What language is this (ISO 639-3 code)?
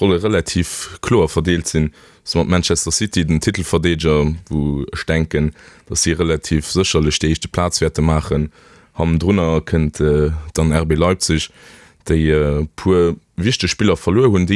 ltz